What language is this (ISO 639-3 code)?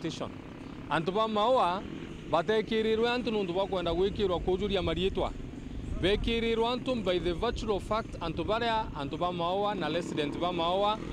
mer